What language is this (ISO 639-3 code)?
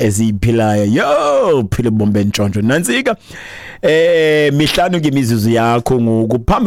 xho